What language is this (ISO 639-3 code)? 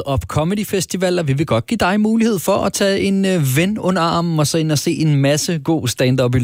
dan